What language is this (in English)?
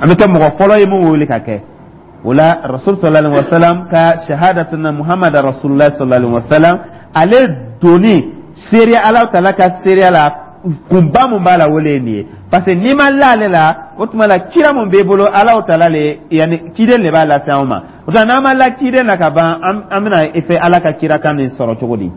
Dyula